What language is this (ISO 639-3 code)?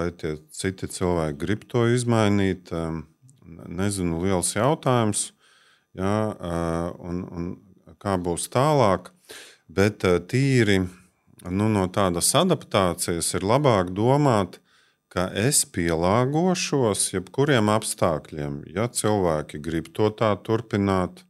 lav